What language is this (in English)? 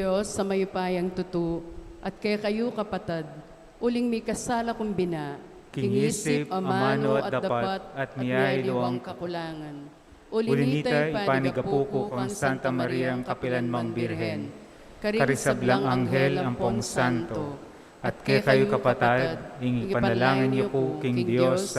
Pampanga